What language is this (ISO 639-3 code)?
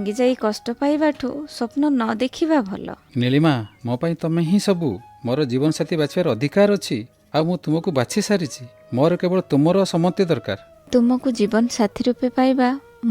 ori